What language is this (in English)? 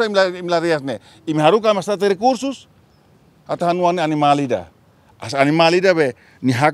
Tetum